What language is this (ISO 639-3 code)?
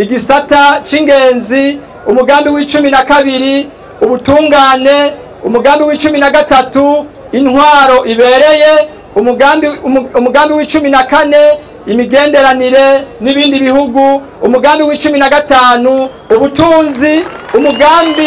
run